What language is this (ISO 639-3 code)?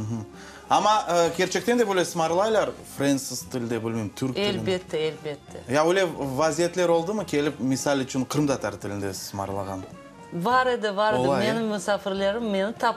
crh